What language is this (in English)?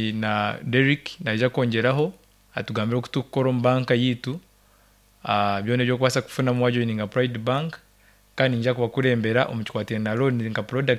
Nyoro